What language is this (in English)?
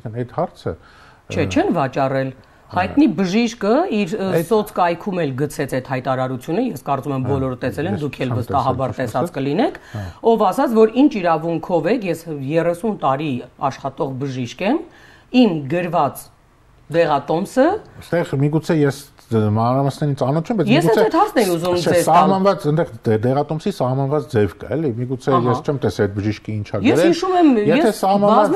Armenian